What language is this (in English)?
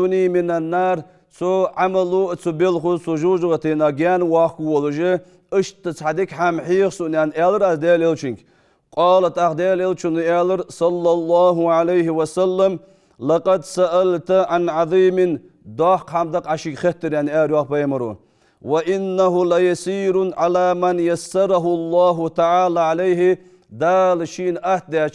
Ingush